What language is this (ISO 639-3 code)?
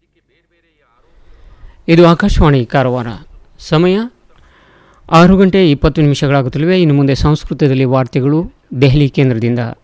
kan